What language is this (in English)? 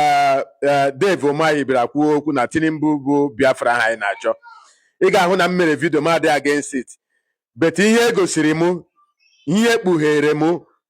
Igbo